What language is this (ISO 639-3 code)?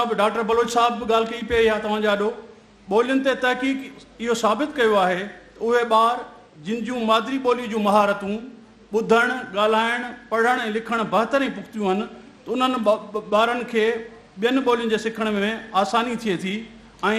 snd